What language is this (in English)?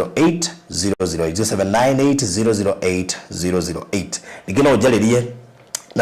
Kikuyu